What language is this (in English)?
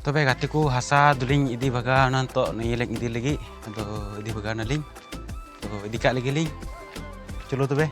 Santali